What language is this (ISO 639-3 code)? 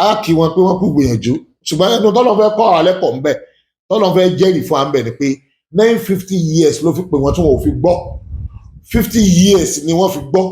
yor